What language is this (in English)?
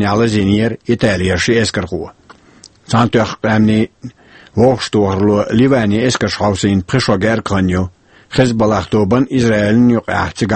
Chechen